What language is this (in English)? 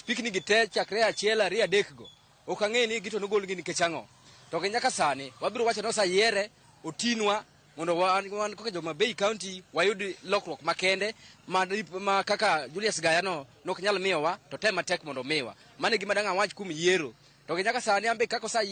Luo (Kenya and Tanzania)